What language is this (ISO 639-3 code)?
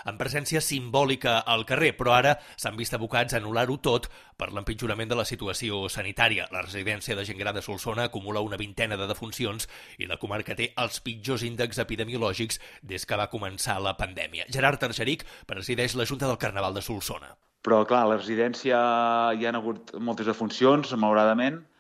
cat